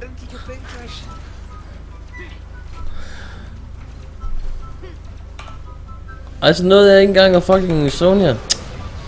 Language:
Danish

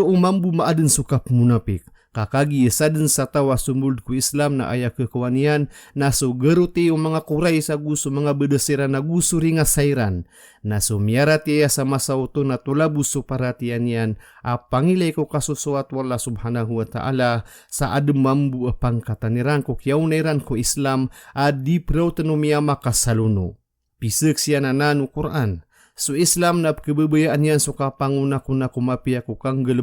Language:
Maranao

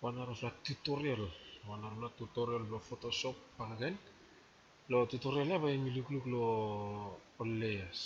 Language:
Bislama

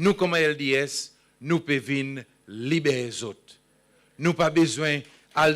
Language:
Seselwa Creole French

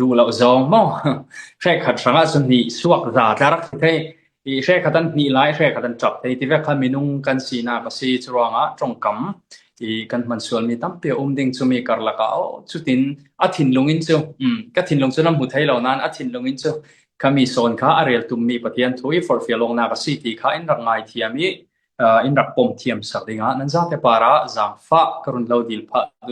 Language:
Falam Chin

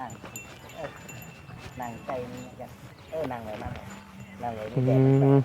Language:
Northeastern Thai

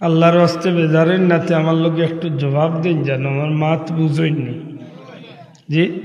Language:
Sylheti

